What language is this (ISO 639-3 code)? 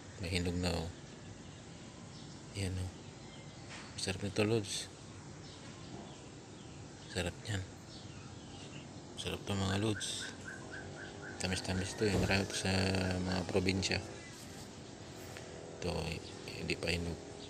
fil